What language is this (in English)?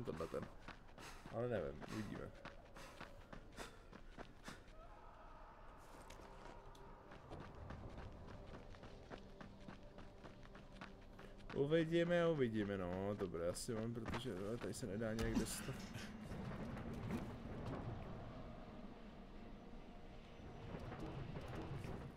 Czech